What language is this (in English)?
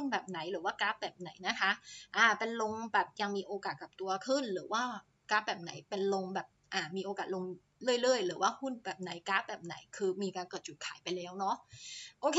Thai